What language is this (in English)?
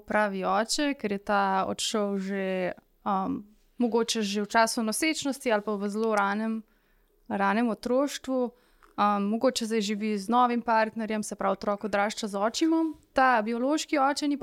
Slovenian